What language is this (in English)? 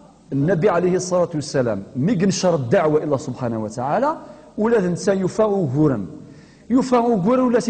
Kabyle